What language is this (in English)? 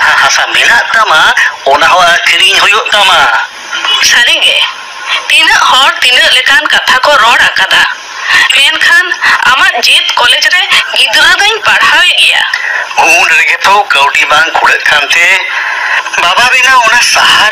Santali